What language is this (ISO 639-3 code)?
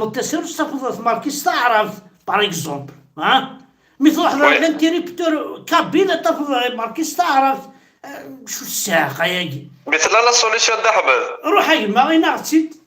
kab